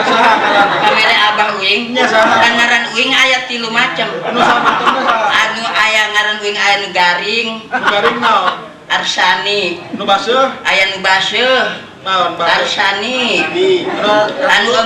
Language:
Sundanese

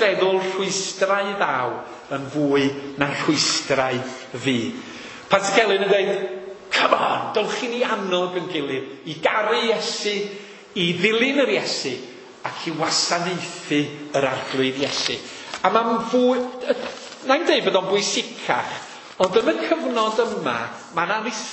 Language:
Welsh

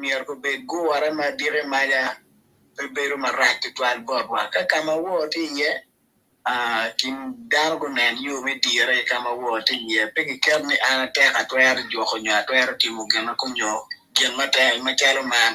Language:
Acoli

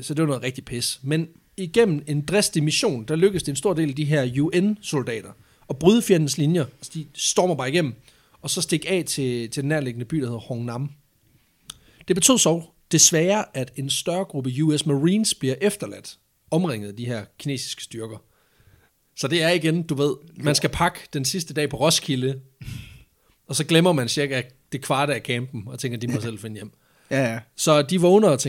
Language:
Danish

